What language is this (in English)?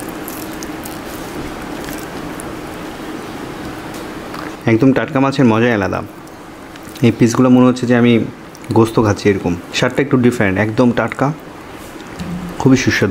Bangla